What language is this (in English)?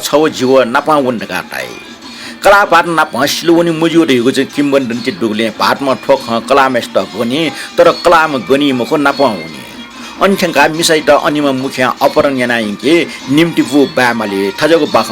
Newari